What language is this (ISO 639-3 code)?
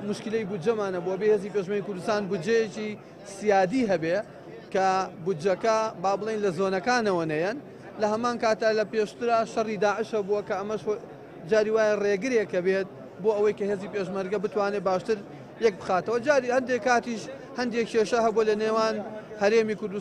ckb